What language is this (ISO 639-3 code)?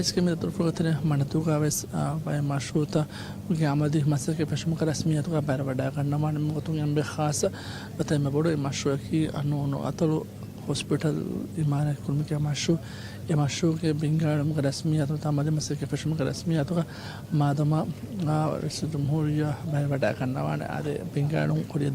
div